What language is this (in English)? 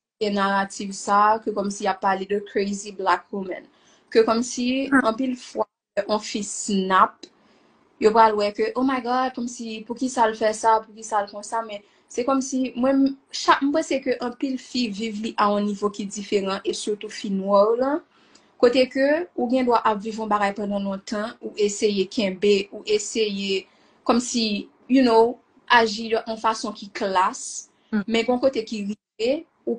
Haitian Creole